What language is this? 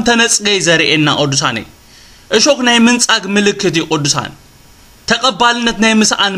Tigrinya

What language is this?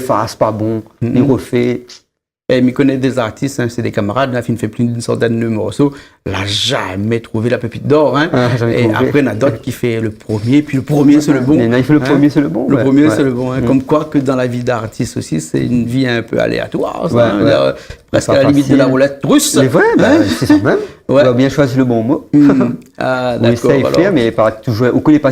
Réunion Creole French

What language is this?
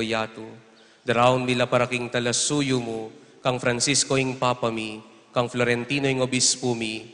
Pampanga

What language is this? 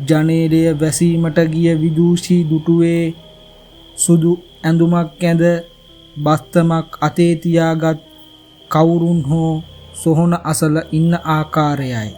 Sinhala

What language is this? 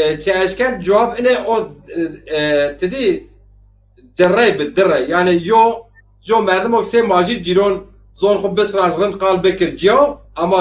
Zaza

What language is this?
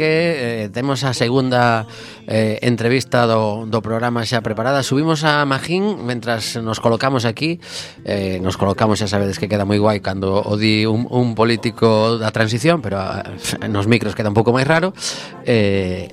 Galician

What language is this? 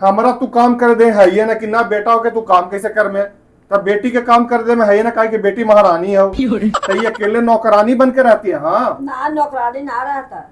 Magahi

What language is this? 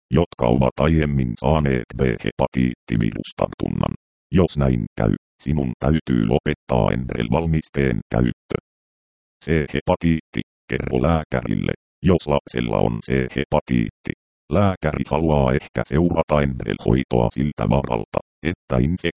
Finnish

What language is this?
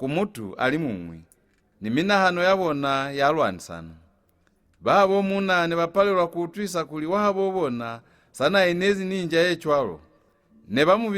Lozi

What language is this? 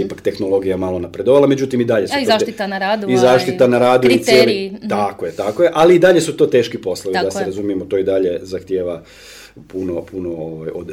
Croatian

